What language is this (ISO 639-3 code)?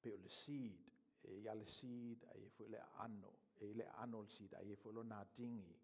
smo